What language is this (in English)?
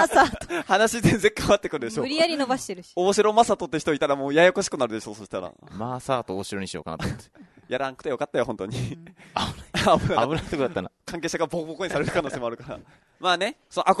Japanese